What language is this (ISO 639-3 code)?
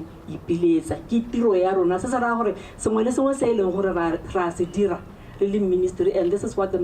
tsn